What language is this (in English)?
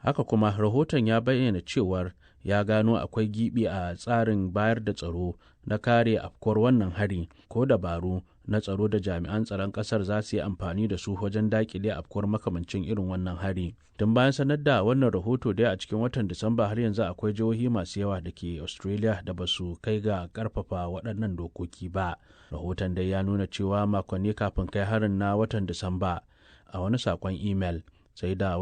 Hausa